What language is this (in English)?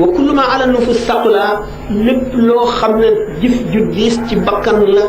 Wolof